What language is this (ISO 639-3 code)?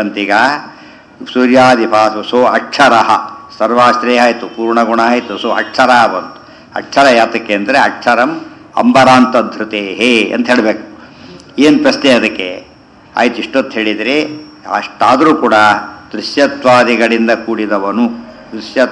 kan